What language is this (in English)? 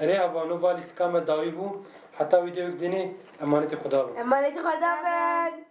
Kurdish